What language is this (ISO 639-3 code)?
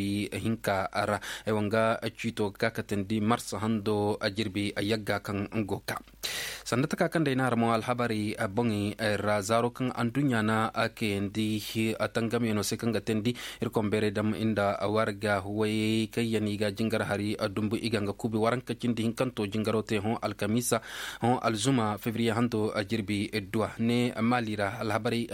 dje